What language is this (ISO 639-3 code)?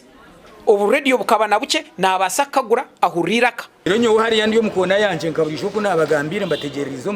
nyn